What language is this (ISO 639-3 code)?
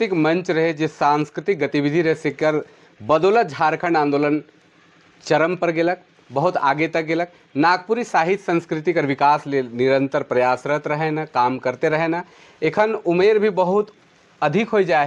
sck